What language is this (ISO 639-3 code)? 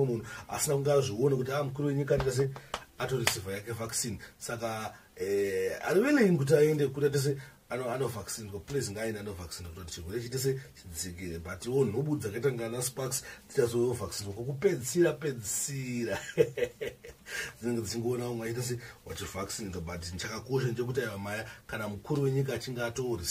sna